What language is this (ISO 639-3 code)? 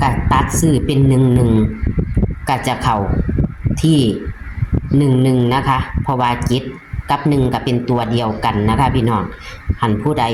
tts